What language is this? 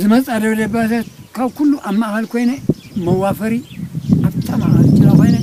Tigrinya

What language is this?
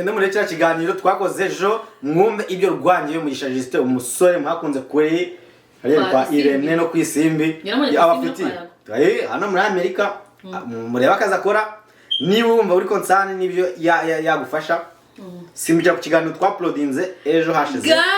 Kinyarwanda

